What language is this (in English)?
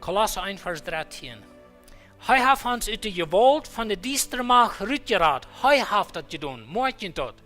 Plautdietsch